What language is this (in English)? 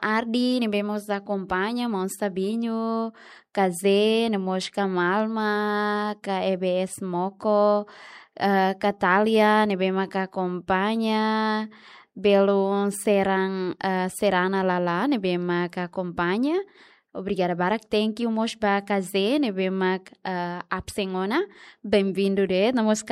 Tetum